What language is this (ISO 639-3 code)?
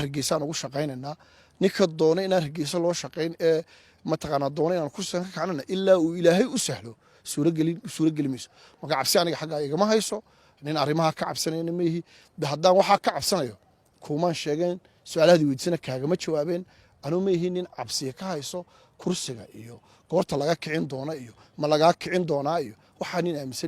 som